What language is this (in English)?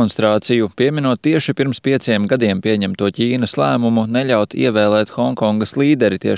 Latvian